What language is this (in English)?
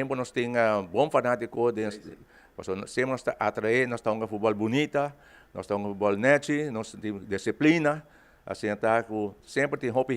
Papiamento